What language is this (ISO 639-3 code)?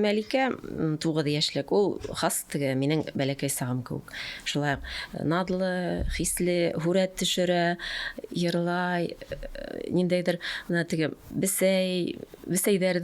bak